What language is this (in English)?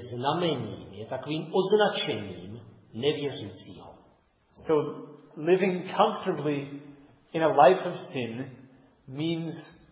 Czech